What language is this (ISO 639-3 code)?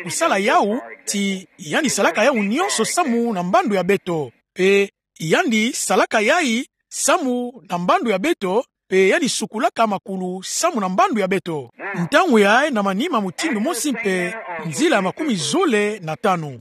ktu